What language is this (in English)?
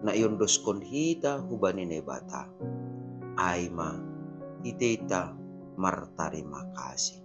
Batak Simalungun